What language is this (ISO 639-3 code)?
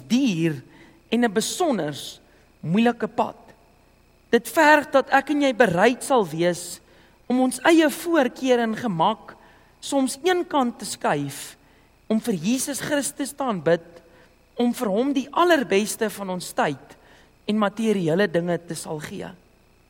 afr